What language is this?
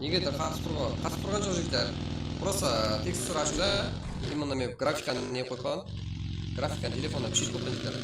Kara-Kalpak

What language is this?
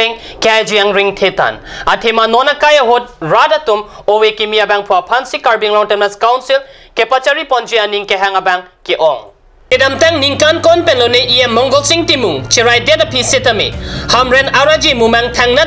Karbi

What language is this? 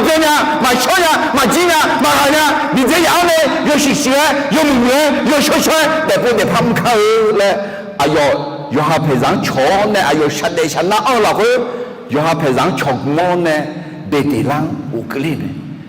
Akha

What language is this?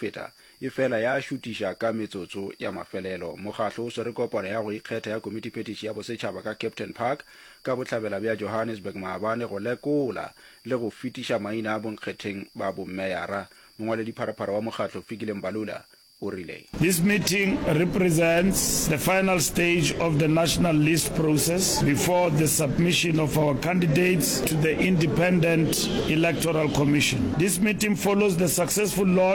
Northern Sotho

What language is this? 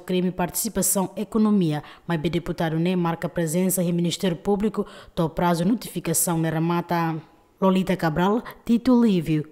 Tetum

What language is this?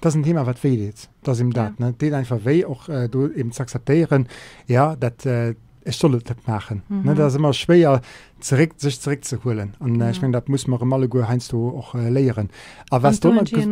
Luxembourgish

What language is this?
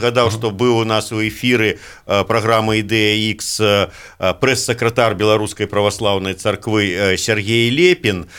Belarusian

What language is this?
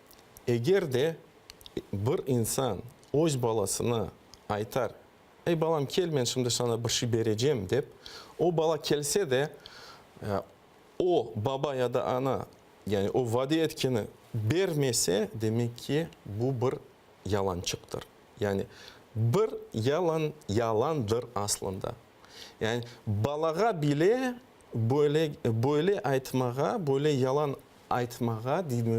Crimean Tatar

